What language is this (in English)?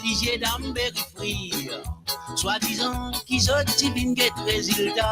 Morisyen